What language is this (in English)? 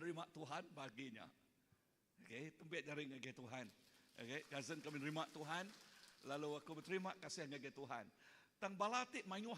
Iban